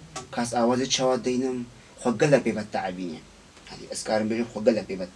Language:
Kurdish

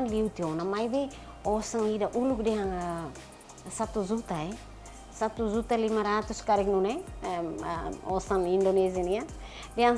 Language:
Tetum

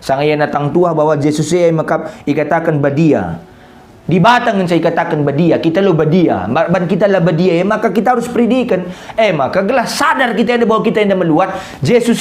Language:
Batak Karo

